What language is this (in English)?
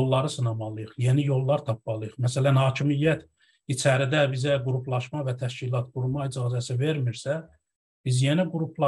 South Azerbaijani